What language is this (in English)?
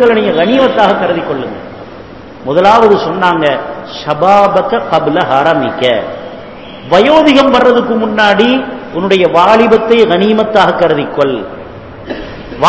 Tamil